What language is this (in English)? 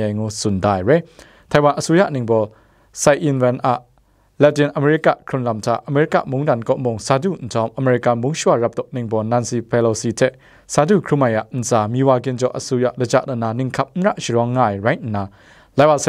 Kachin